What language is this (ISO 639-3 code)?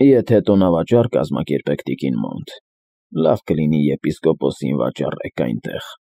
hye